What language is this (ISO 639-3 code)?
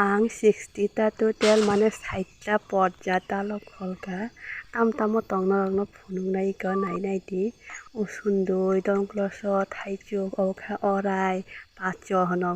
trp